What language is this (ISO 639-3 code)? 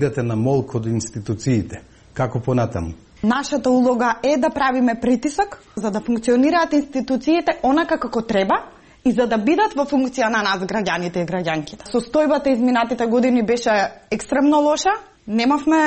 mkd